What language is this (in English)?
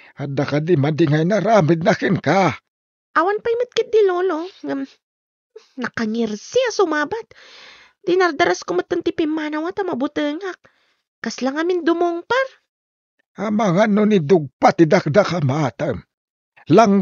Iloko